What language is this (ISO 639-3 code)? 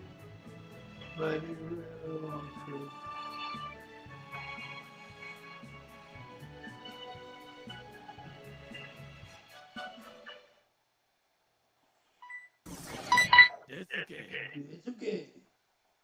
eng